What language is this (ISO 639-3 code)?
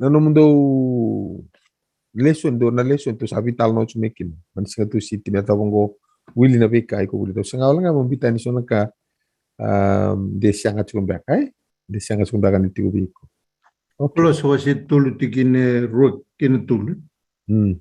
fij